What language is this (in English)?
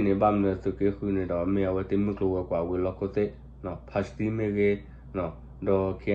S'gaw Karen